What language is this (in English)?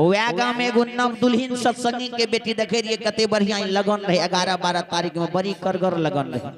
Maithili